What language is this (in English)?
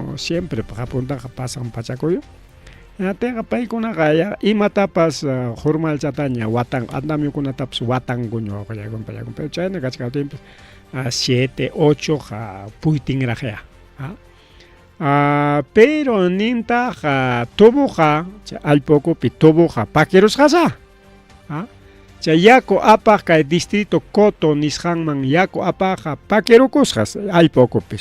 Ayacucho Quechua